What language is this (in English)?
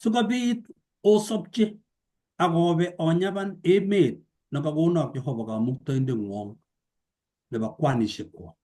Kalenjin